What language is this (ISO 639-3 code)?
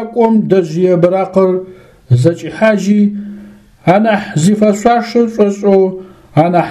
ady